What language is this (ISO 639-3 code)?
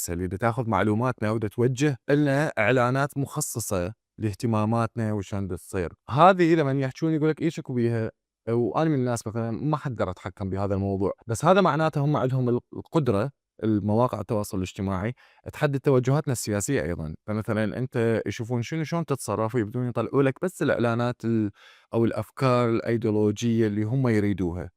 acm